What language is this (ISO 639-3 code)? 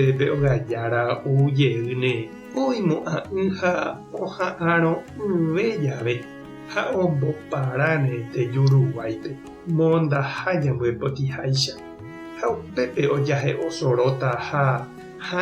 grn